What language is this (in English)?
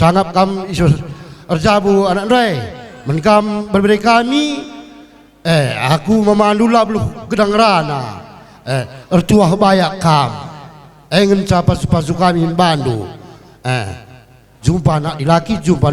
Batak Karo